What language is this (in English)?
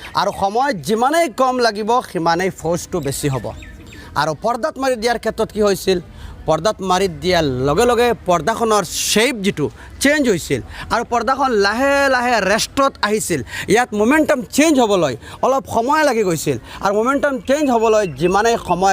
Assamese